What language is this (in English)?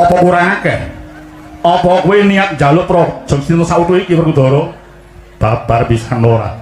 Javanese